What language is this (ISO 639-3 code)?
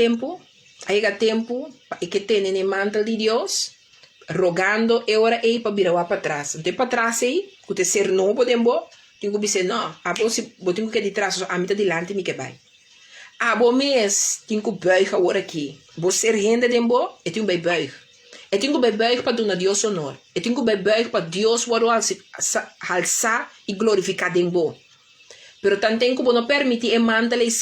pap